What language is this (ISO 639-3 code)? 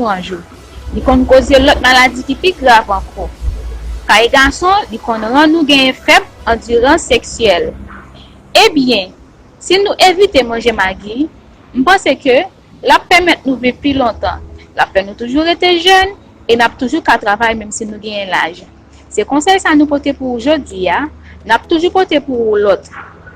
hat